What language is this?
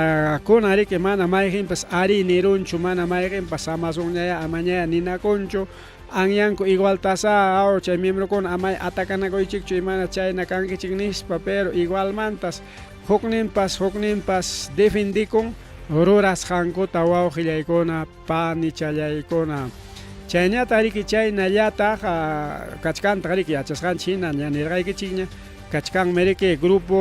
Ayacucho Quechua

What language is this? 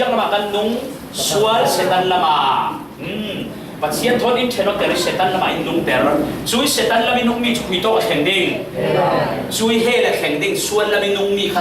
Falam Chin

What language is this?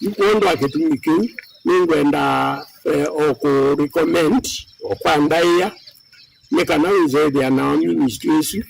Kamba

